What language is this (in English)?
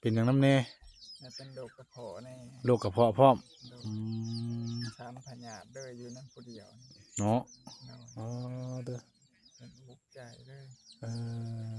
Northeastern Thai